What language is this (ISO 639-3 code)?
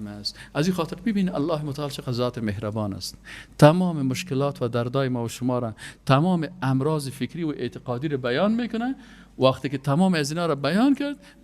fas